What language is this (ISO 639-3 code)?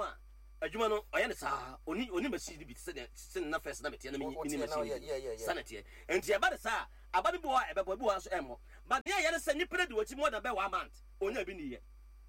aka